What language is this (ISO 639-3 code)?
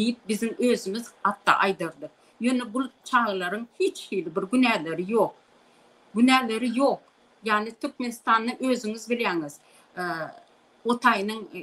tuk